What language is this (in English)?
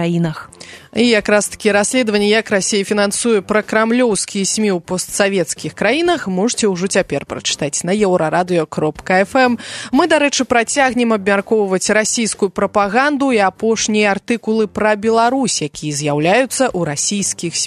Belarusian